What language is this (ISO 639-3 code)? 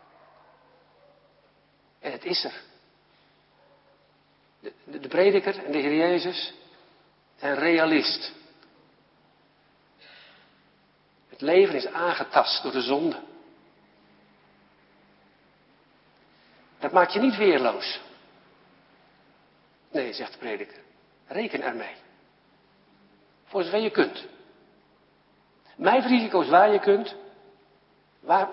nld